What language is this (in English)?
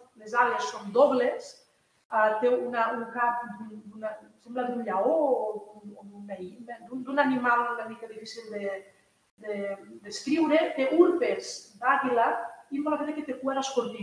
Catalan